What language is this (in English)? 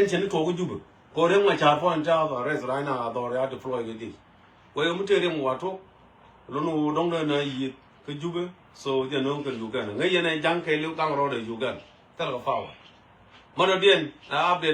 Nuer